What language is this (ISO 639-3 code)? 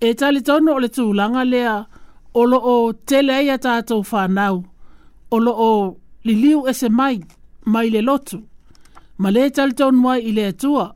smo